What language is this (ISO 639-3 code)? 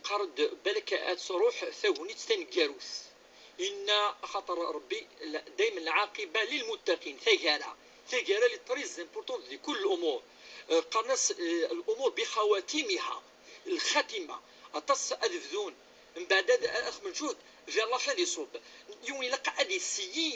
kab